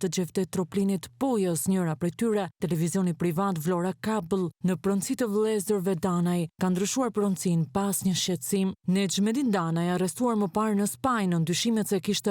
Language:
Albanian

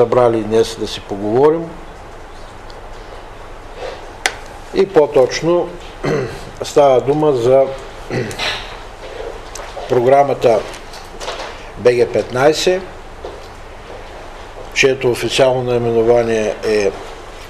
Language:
Bulgarian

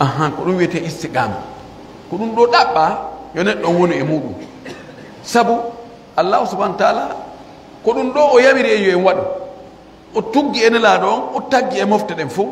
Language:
Pular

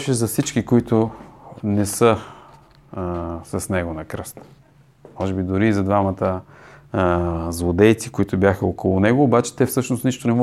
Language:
Bulgarian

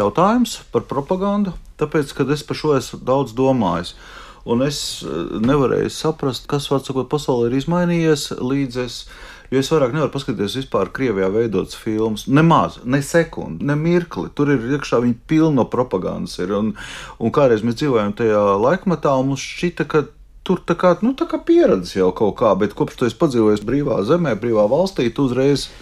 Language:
Latvian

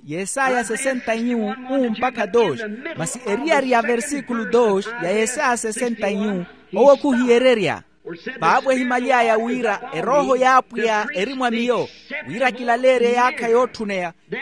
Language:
Makhuwa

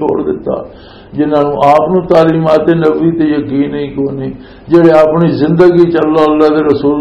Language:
Western Panjabi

